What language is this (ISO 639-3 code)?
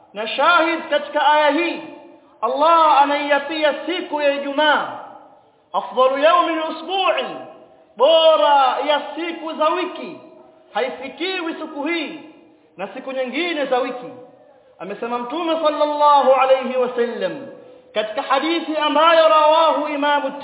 swa